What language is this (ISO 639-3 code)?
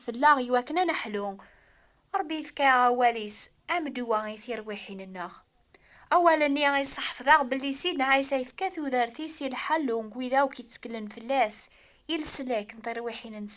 kab